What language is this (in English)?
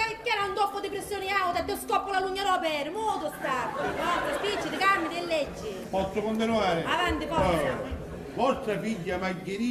Sicilian